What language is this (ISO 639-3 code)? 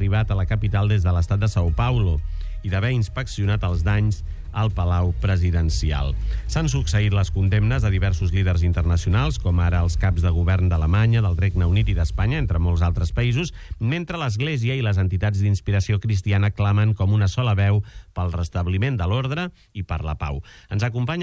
cat